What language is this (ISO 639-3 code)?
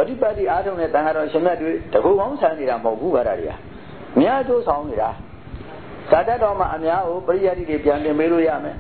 mya